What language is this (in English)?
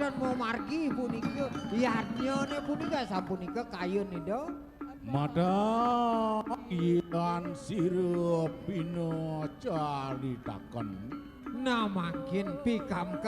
Balinese